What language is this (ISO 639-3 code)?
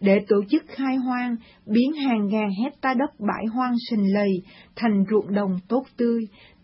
vie